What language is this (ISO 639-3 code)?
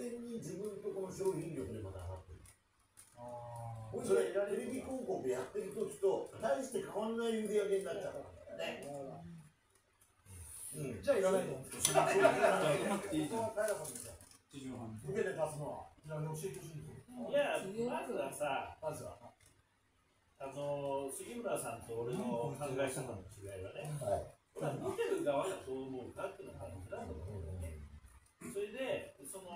jpn